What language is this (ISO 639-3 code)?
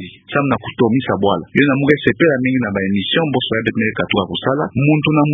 ktu